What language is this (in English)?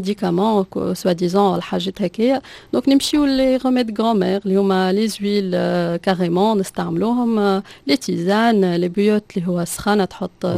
Tunisian Arabic